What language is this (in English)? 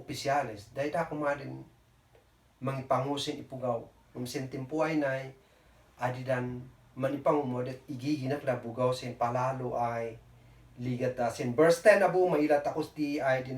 Kankanaey